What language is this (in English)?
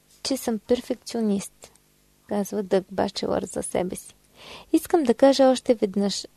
Bulgarian